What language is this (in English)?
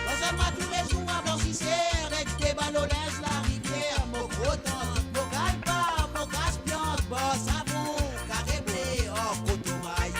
Morisyen